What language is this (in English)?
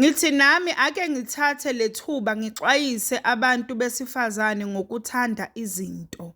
Zulu